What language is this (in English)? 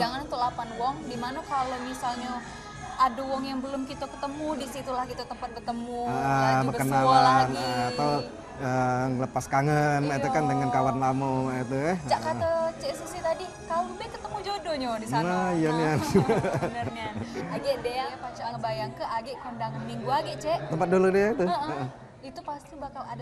Musi